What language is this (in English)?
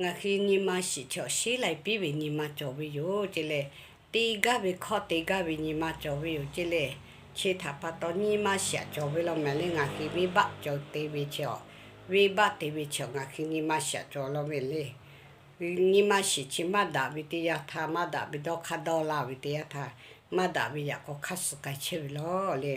Lahu